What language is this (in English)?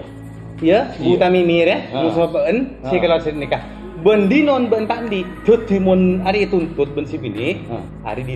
Madurese